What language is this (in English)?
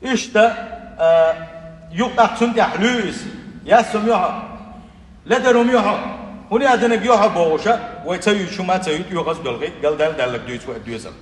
Chechen